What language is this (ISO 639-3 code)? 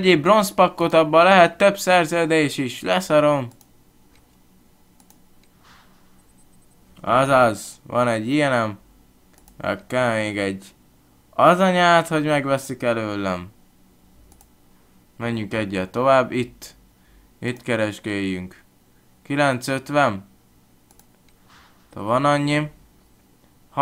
hun